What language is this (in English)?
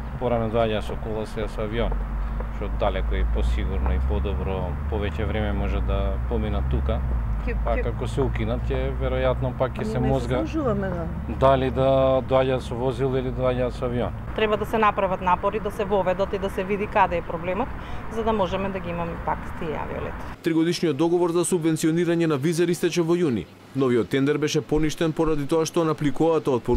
Macedonian